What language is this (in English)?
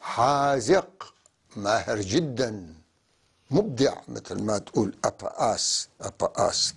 North Levantine Arabic